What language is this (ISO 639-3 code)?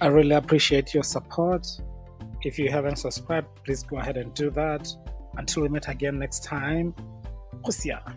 tsn